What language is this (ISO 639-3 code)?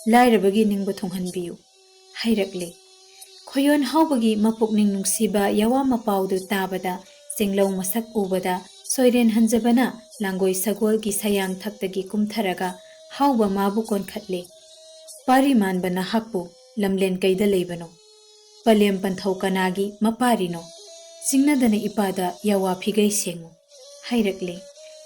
mni